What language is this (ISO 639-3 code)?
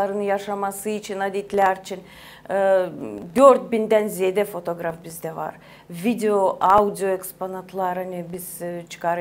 gag